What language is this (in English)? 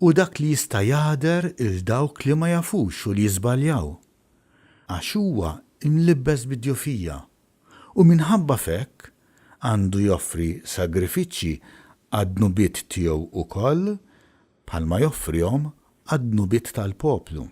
Maltese